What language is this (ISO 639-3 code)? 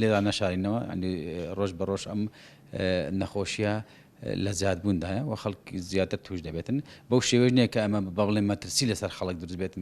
ckb